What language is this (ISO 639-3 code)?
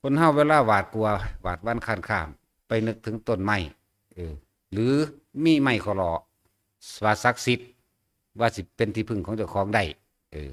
tts